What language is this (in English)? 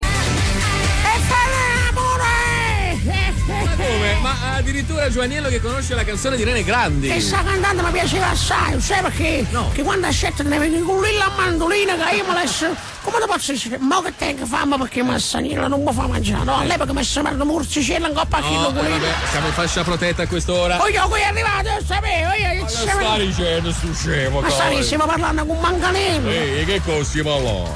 Neapolitan